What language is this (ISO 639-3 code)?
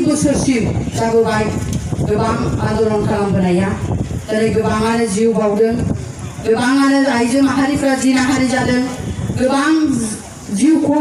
brx